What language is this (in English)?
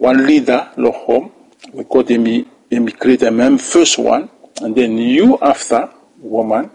Bislama